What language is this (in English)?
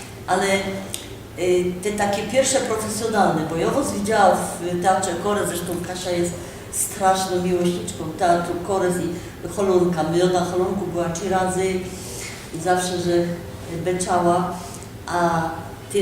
Silesian